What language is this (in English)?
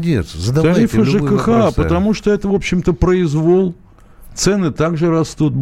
Russian